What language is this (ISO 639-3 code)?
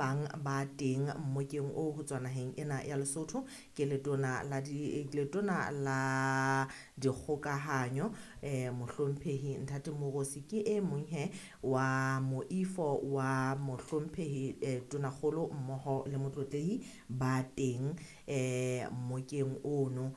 sot